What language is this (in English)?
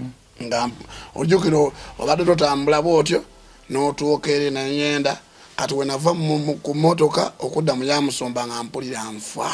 Ganda